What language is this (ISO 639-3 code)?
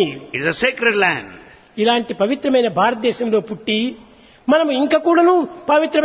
tel